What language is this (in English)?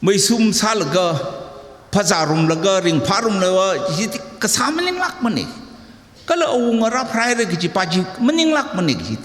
Tangkhul Naga (India)